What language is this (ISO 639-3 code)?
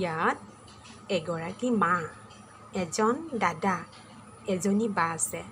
asm